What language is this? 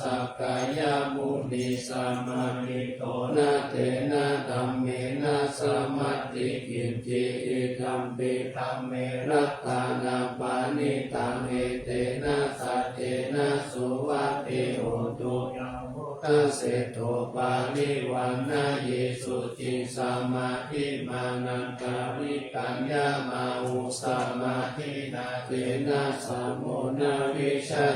Pali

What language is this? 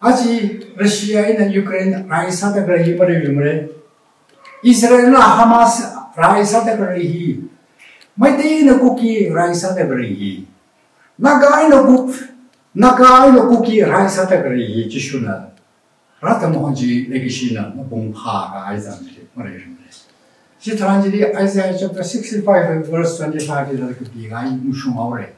Tangkhul Naga (India)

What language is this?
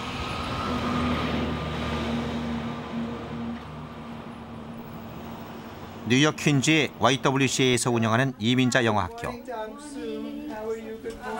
Korean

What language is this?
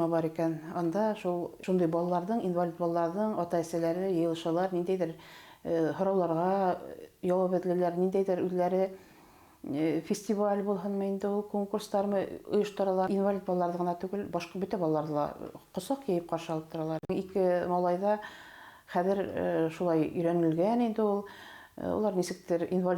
Bashkir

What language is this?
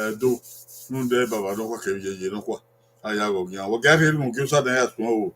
Bini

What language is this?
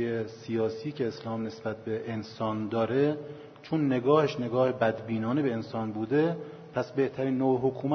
Persian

